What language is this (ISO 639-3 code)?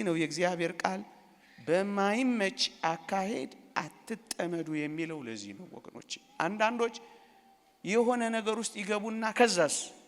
amh